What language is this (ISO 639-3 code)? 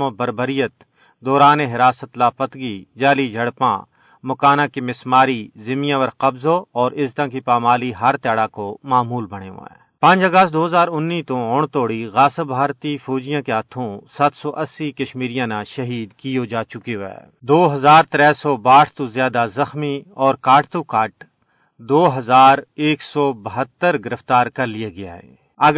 gju